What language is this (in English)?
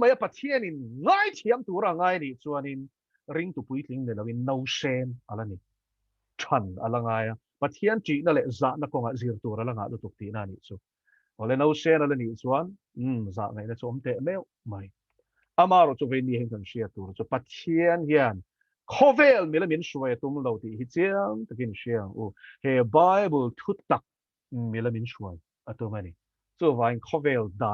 Mizo